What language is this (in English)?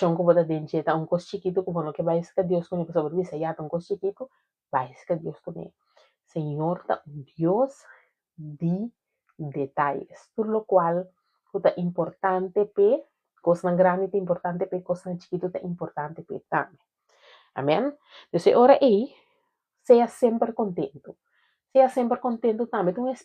Papiamento